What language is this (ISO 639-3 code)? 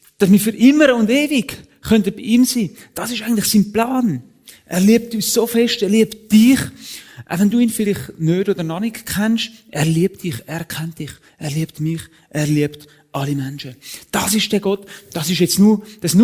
gsw